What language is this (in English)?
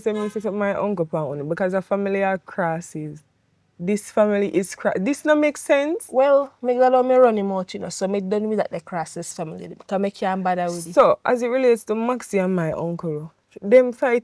Jamaican Creole English